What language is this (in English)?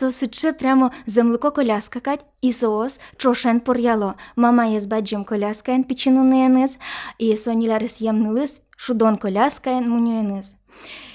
Udmurt